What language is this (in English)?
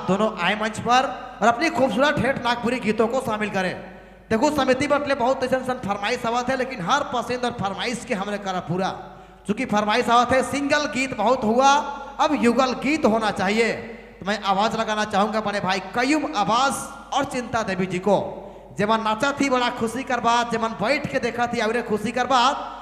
Sadri